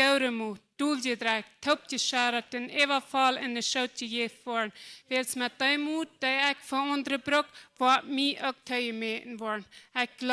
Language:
Plautdietsch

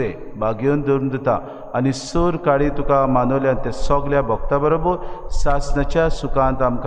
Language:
Konkani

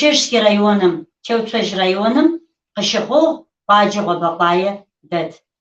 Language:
Kabardian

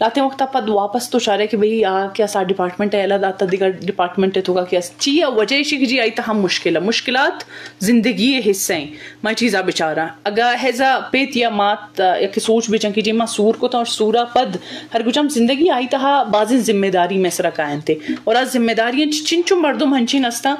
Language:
Eastern Balochi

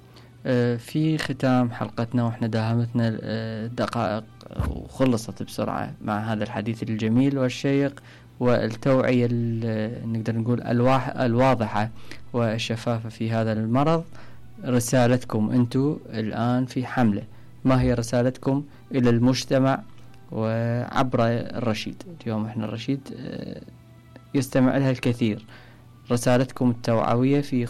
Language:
Mesopotamian Arabic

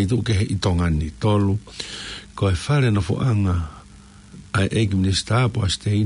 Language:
Tongan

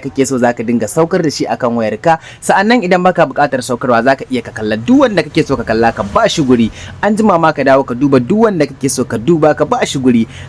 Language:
Hausa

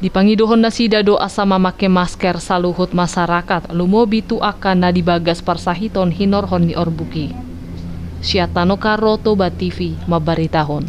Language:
Batak Toba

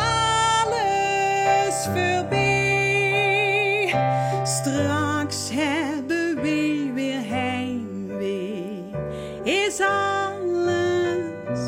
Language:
Limburgish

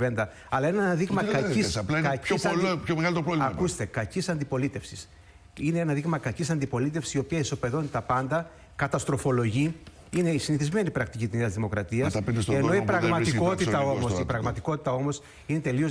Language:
Greek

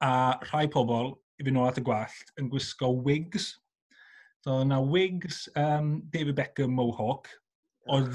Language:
Welsh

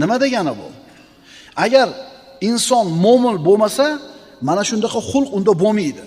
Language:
Uzbek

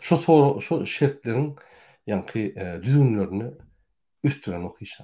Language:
Turkmen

